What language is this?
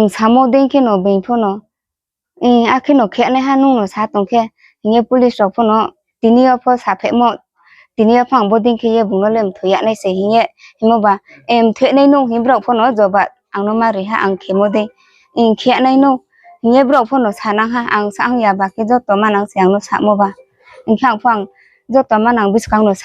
Riang (India)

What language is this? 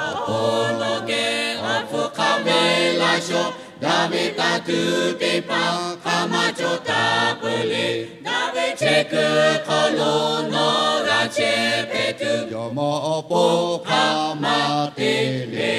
Lahu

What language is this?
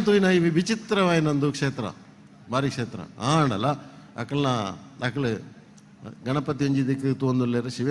Tulu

